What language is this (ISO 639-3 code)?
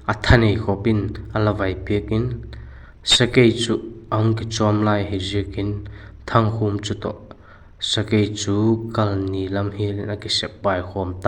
vap